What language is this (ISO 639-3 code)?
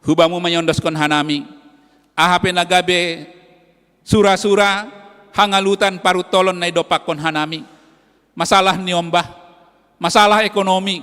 bts